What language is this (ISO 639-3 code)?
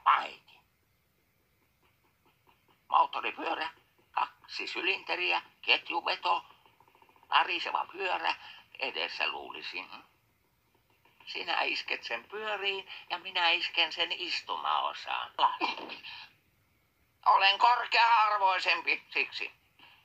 fin